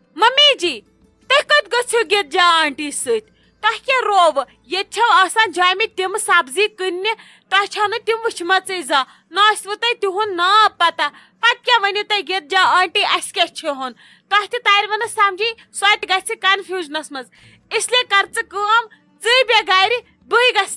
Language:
Kashmiri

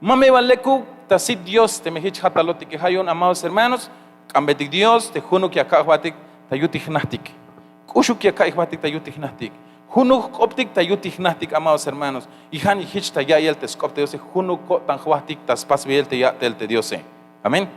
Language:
Tzeltal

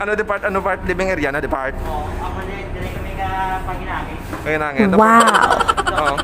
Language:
Hiligaynon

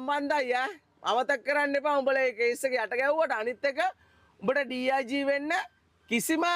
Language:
Sinhala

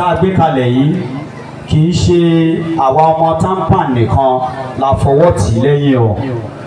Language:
Yoruba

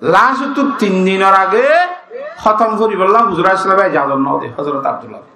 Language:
Rohingya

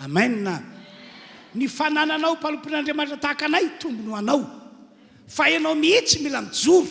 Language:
Malagasy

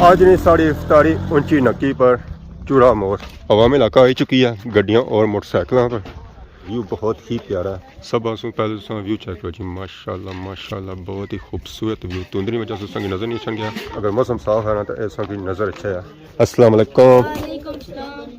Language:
Pahari-Potwari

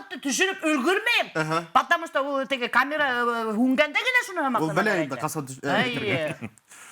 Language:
Bashkir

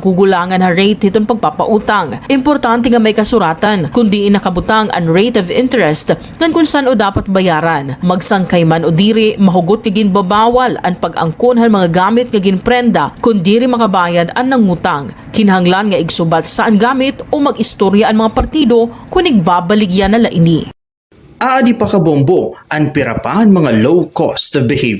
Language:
Waray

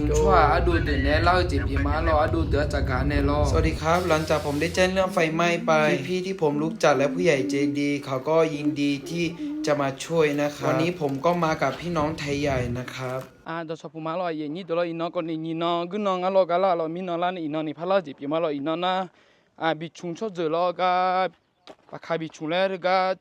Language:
Akha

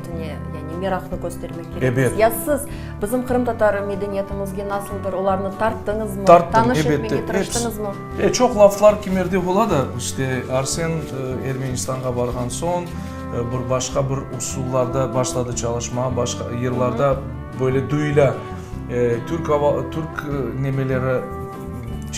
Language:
Crimean Tatar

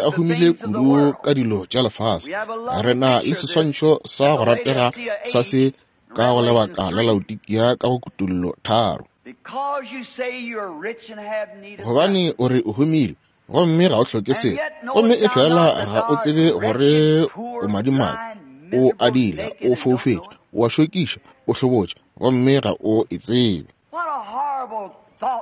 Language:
Northern Sotho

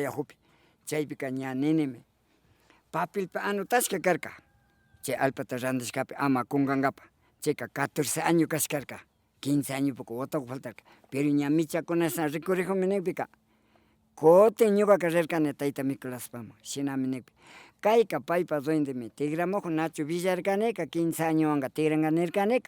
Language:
Imbabura Highland Quichua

